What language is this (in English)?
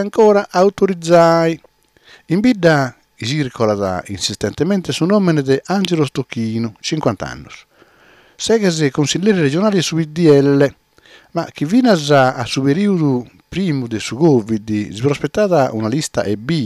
Sardinian